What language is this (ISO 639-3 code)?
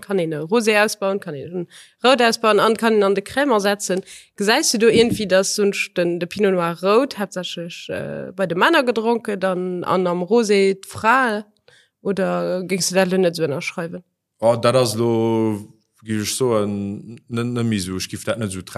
ltz